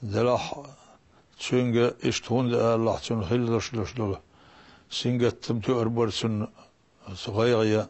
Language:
Chechen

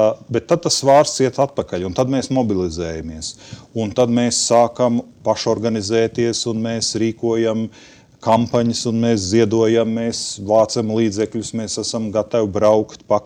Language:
Latvian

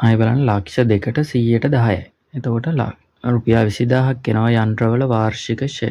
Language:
Sinhala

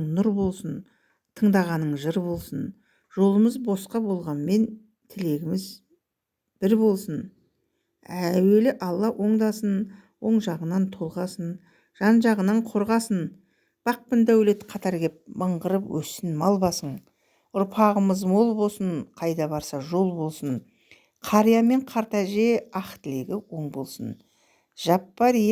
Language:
Kazakh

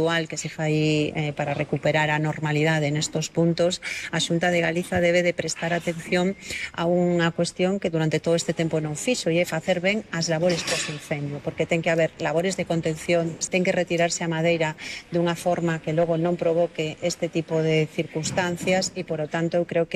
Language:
Galician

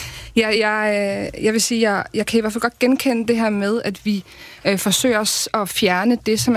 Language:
Danish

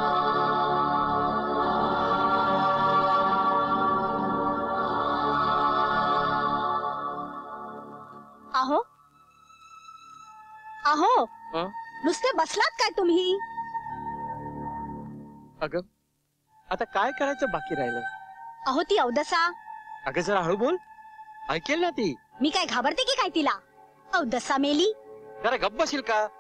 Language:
Marathi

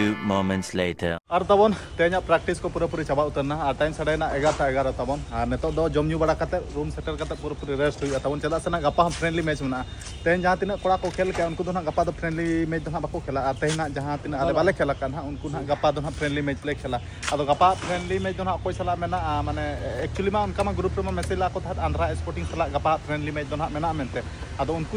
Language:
Santali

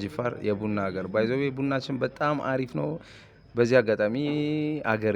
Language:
Amharic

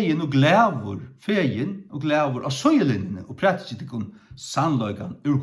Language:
Faroese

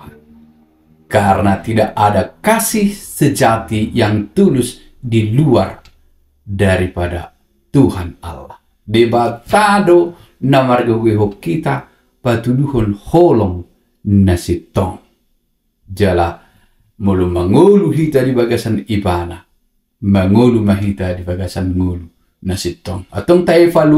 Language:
Batak Toba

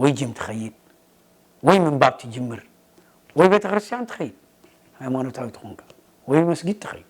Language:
Tigrinya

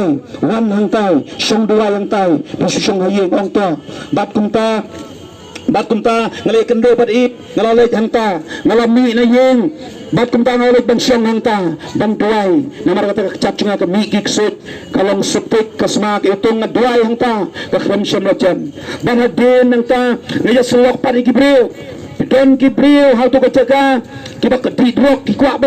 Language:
Khasi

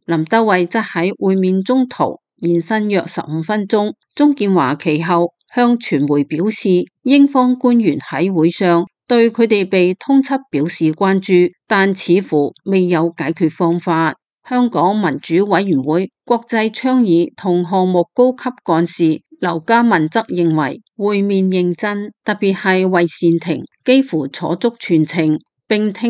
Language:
Cantonese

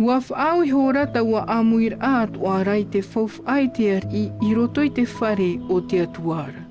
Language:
Tahitian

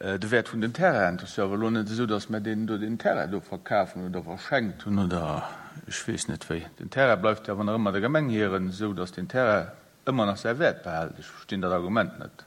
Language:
Luxembourgish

